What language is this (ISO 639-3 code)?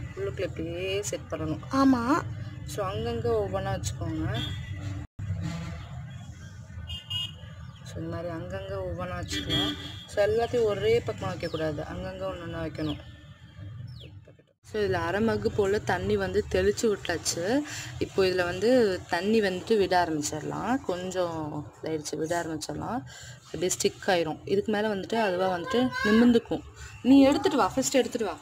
tam